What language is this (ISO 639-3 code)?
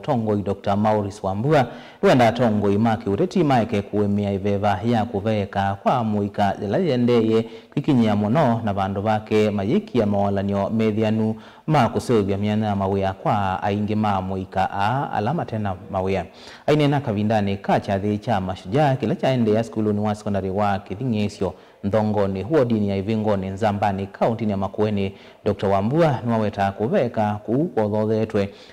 kam